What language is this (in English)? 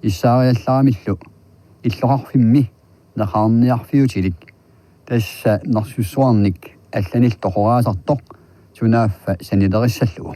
Kalaallisut